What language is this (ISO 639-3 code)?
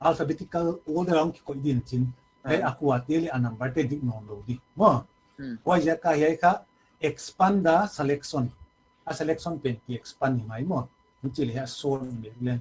pck